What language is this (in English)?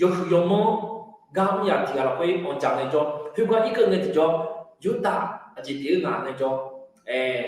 Akha